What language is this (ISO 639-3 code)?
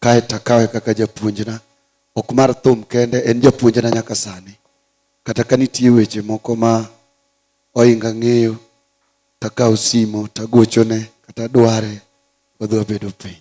luo